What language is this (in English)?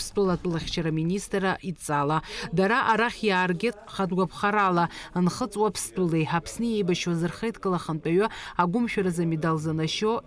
Abkhazian